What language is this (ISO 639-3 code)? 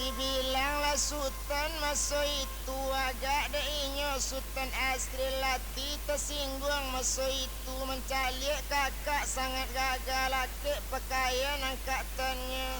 min